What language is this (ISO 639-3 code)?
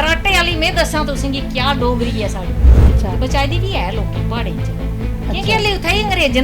doi